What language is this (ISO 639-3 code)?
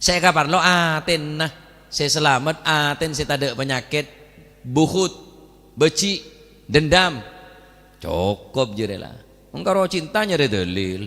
mad